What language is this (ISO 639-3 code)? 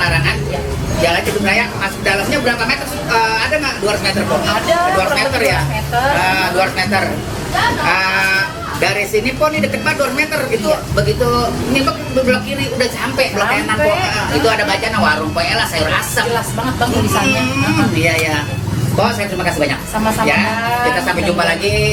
bew